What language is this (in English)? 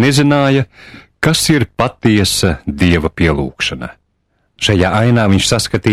Latvian